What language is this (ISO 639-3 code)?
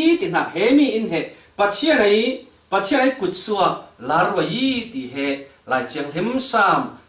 cfm